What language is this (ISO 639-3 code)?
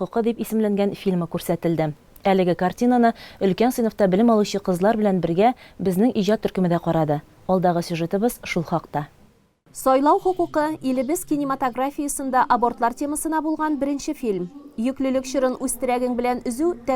tat